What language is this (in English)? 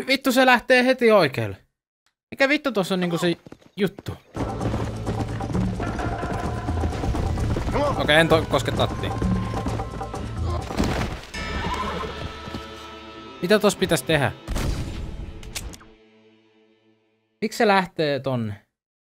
Finnish